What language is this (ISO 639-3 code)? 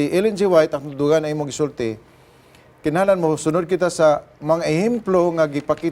ceb